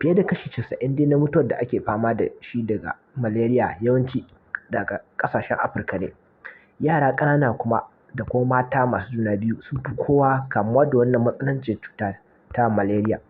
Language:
Hausa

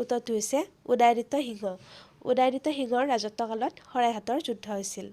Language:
Assamese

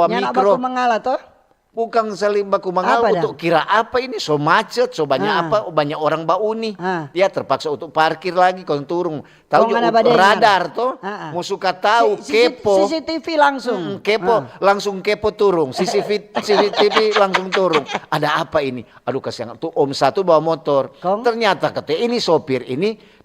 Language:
Manado Malay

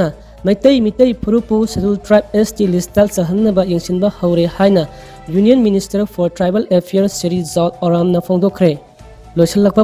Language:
Manipuri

